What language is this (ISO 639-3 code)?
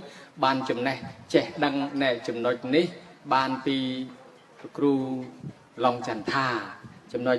khm